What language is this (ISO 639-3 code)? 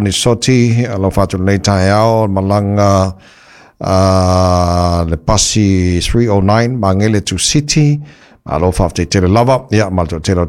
smo